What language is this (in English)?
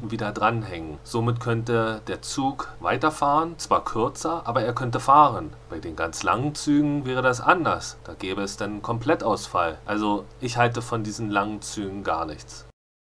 German